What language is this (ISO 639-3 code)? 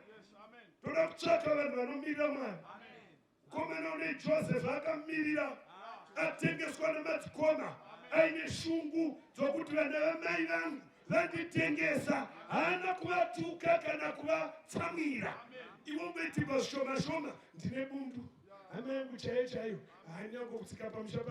sna